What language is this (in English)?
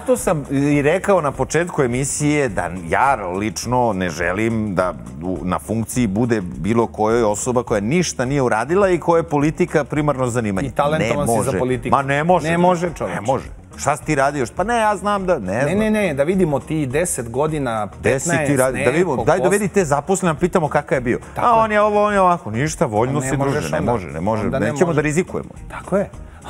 Serbian